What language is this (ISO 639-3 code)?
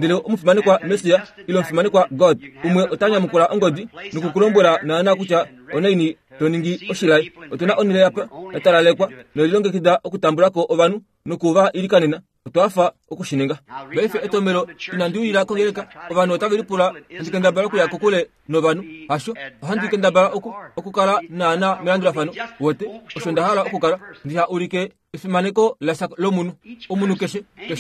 kua